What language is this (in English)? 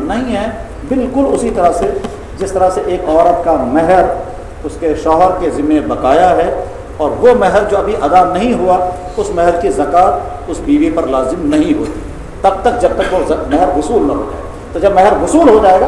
Urdu